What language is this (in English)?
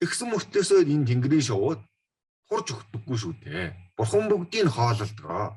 Mongolian